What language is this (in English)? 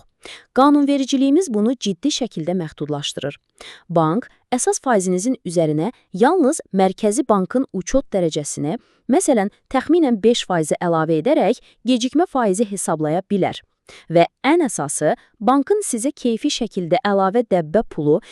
Azerbaijani